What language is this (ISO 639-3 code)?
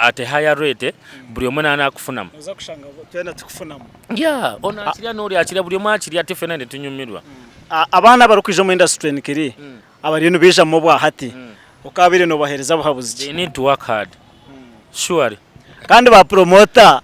nyn